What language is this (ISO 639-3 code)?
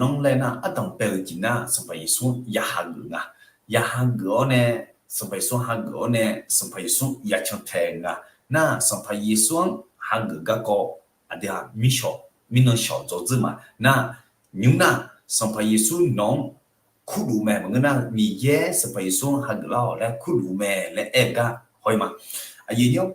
ahk